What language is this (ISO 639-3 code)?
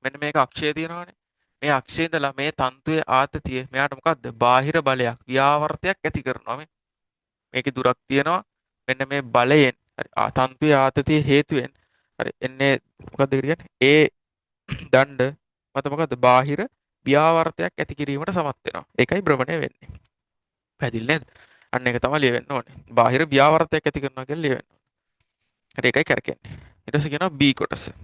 sin